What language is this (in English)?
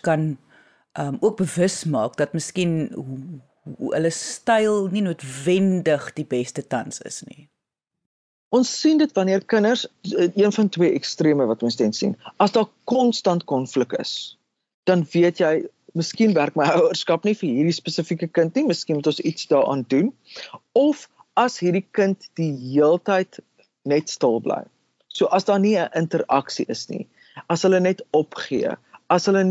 Afrikaans